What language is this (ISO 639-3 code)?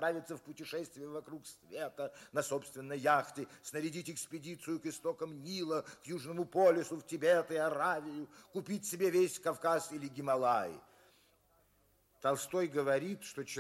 rus